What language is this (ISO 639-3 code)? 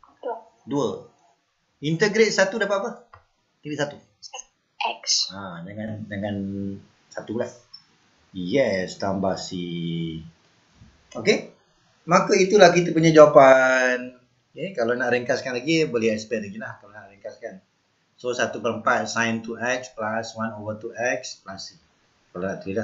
msa